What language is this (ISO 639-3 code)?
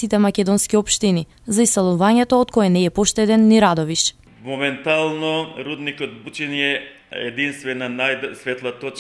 mkd